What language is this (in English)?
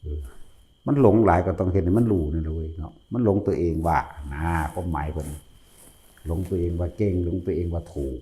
Northeastern Thai